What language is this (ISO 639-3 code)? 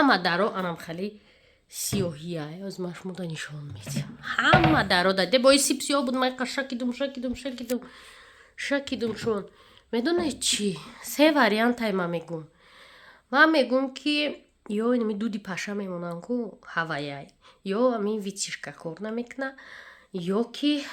tgk